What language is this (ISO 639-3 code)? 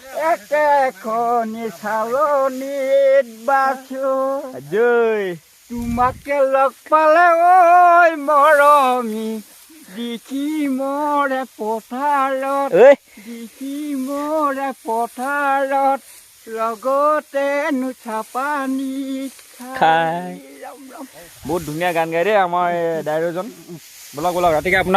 asm